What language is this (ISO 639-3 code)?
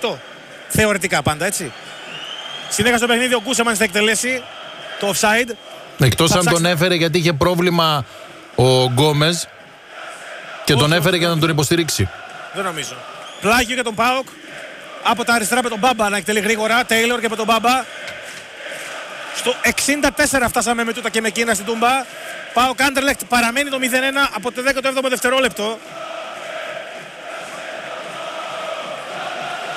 ell